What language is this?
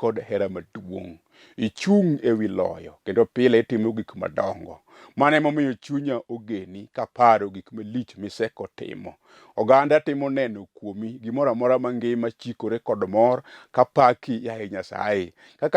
Luo (Kenya and Tanzania)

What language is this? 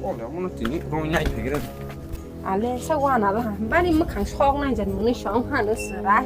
Kok Borok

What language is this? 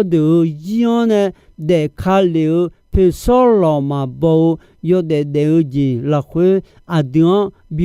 Akha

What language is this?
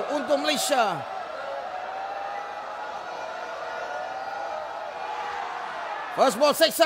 Malay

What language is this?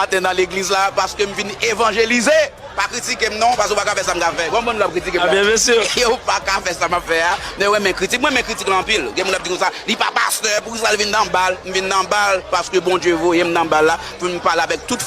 Haitian Creole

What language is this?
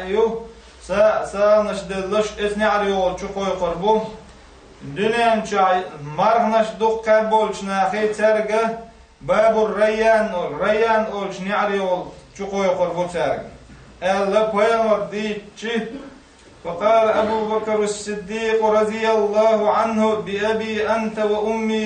Chechen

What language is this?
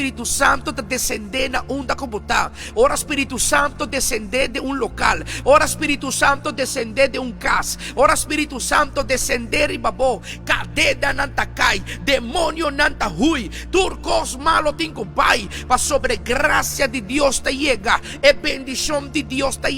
Papiamento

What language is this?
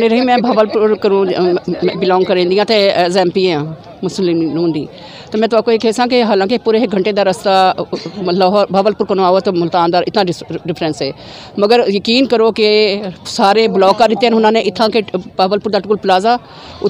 Saraiki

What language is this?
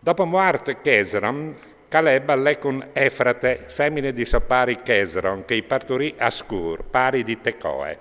Friulian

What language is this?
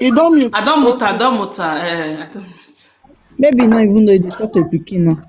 Nigerian Pidgin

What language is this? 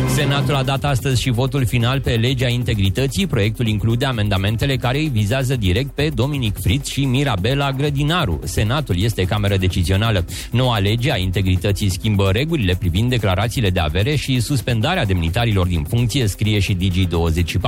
Romanian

